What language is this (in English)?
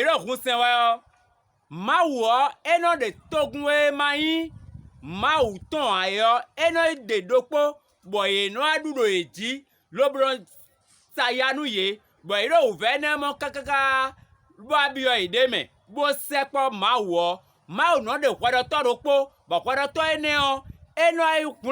Fon